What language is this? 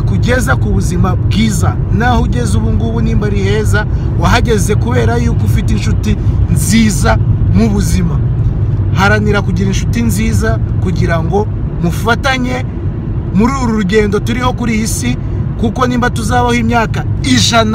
Kinyarwanda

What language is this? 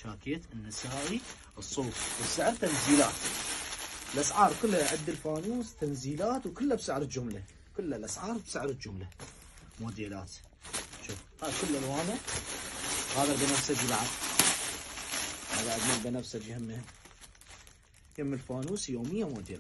Mesopotamian Arabic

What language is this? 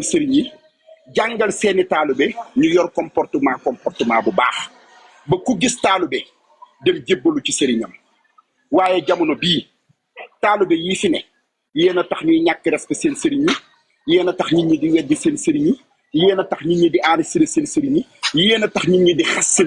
Wolof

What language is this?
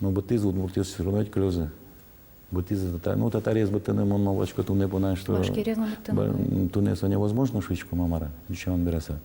Udmurt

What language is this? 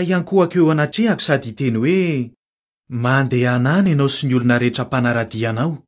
Malagasy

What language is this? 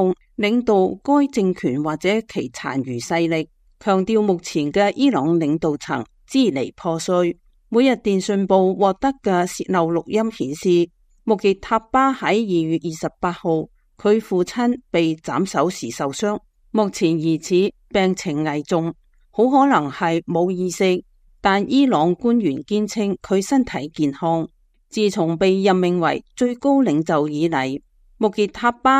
Cantonese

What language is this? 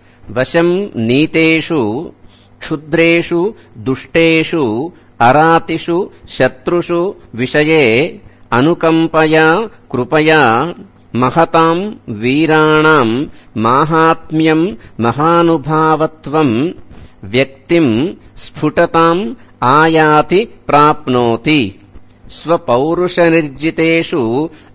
Sanskrit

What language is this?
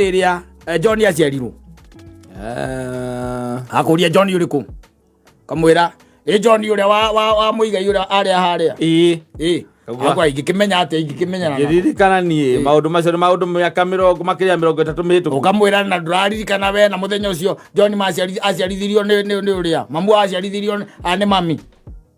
Kikuyu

